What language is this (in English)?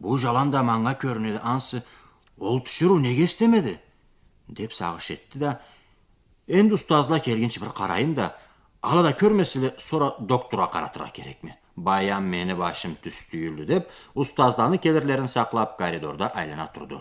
Karachay-Balkar